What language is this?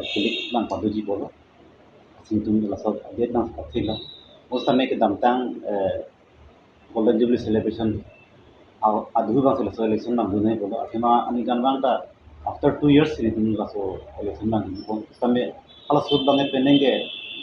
Karbi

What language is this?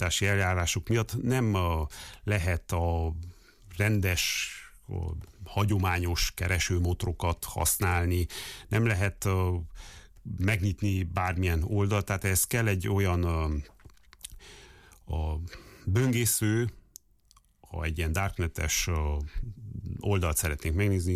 Hungarian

